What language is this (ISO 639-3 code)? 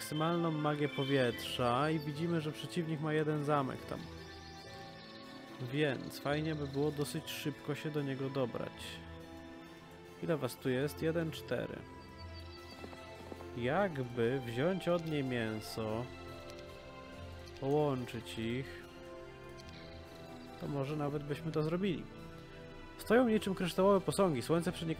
pol